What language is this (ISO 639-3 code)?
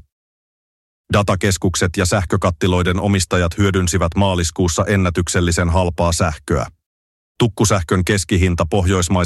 fin